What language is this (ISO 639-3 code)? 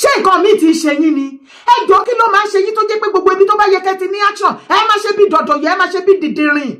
yor